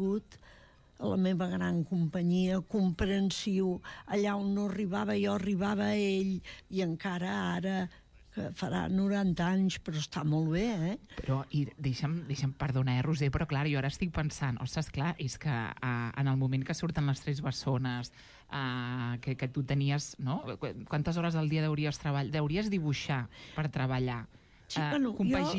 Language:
Catalan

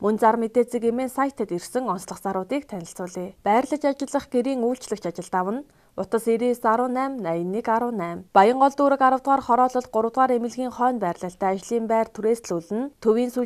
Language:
Mongolian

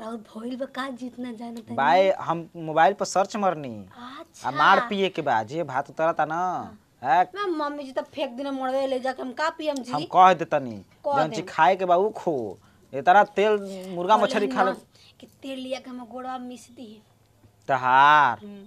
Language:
Bhojpuri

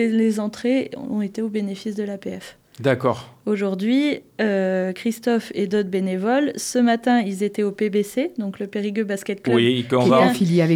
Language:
French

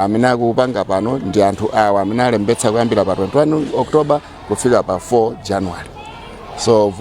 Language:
Nyanja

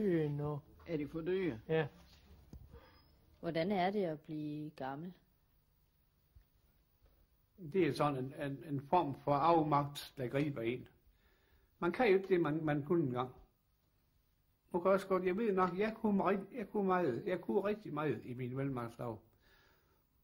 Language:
Danish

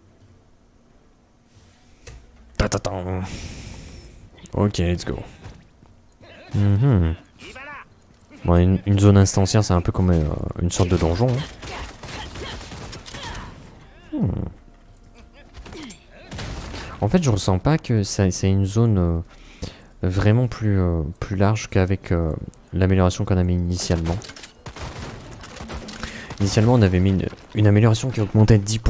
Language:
French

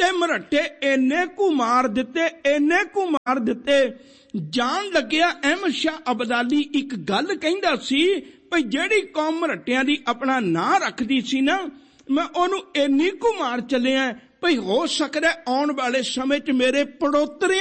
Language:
Punjabi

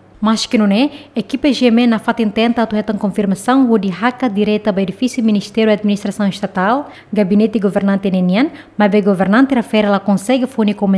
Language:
Tetum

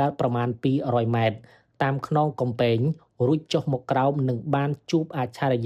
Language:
Khmer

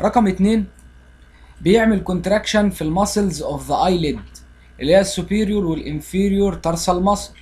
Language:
Egyptian Arabic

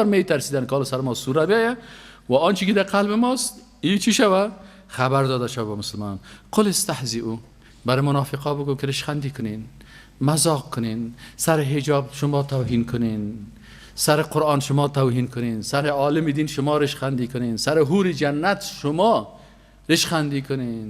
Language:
Persian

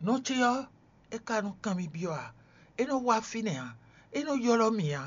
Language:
Fon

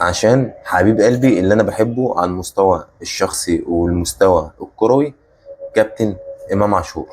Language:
Egyptian Arabic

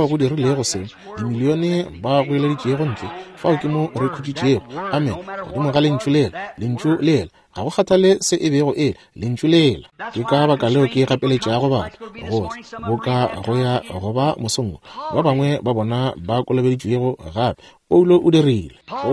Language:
Northern Sotho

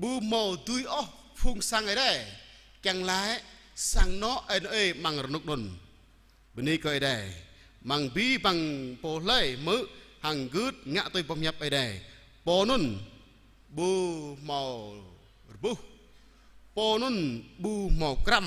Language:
Jarai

